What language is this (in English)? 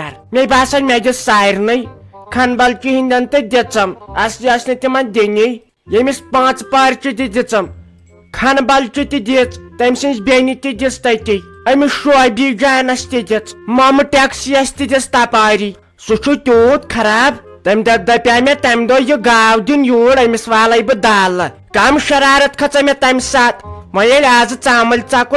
Kashmiri